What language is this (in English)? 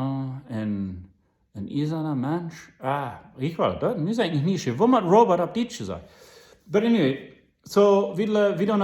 Plautdietsch